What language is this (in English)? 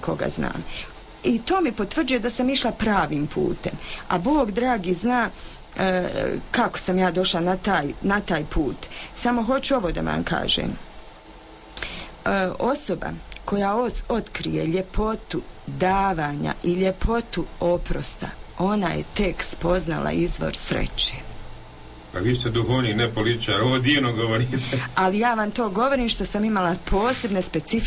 Croatian